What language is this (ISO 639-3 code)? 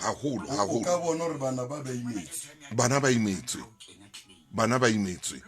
sot